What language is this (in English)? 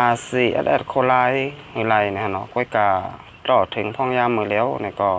Shan